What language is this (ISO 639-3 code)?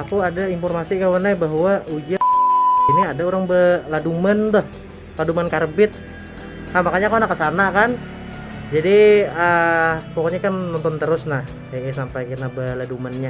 bjn